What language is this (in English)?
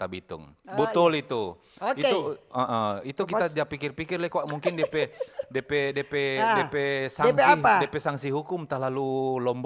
Manado Malay